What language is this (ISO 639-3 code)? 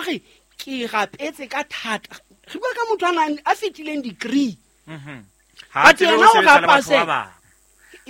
sot